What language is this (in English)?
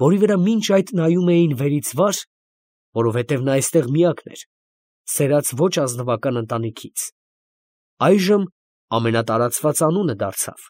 Armenian